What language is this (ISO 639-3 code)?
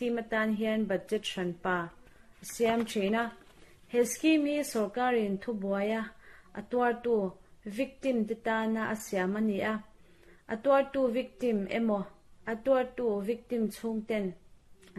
lus